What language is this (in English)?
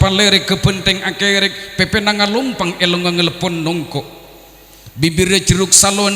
Madurese